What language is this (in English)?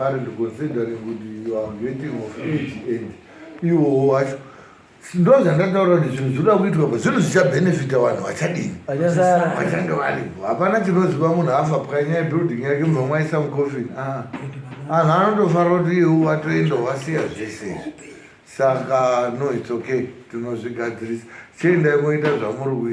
Shona